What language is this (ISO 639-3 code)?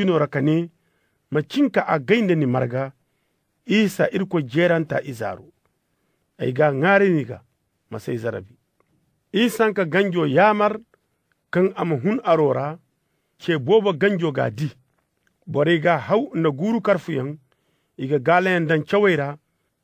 dje